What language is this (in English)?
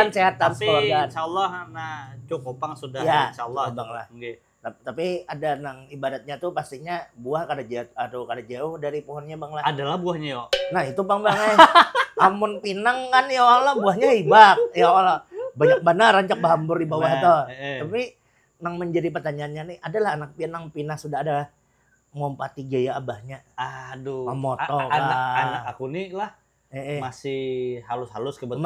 Banjar